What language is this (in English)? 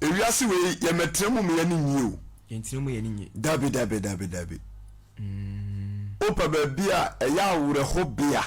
Akan